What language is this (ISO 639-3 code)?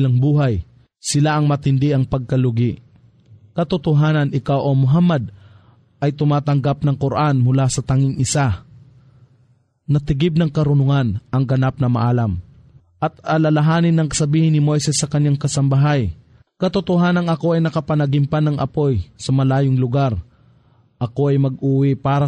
fil